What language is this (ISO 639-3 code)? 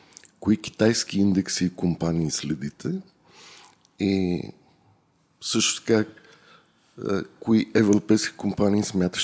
bul